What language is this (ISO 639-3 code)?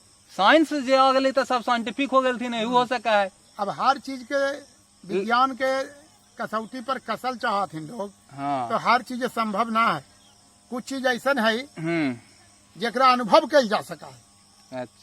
mag